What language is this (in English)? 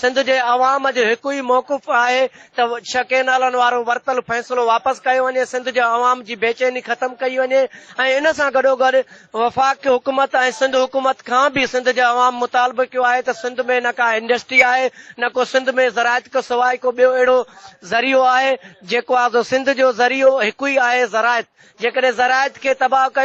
Sindhi